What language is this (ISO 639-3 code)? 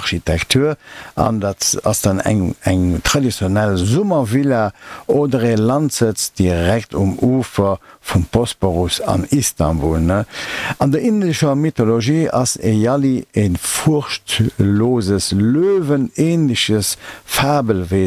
ltz